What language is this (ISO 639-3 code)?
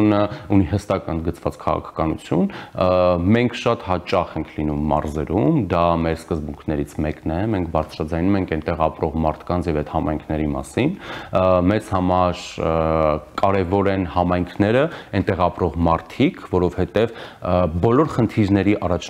hye